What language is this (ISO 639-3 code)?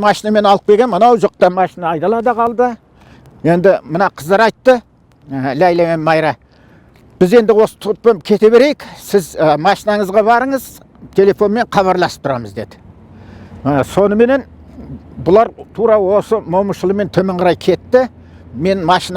kaz